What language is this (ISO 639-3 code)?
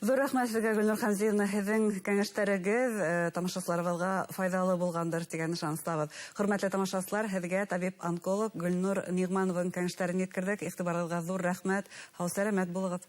bak